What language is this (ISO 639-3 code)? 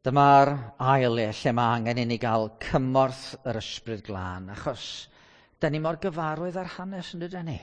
cym